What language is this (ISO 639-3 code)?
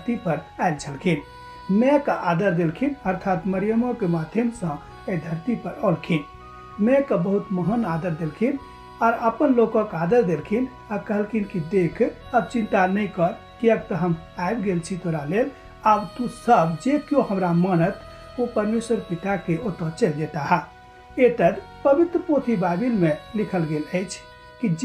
mai